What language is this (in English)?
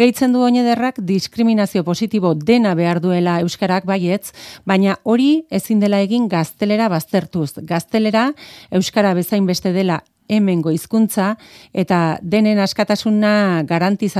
Basque